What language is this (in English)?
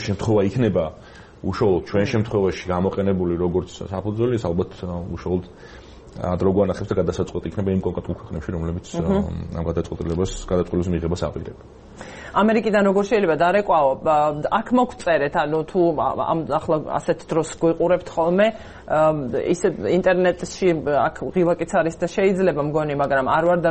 Georgian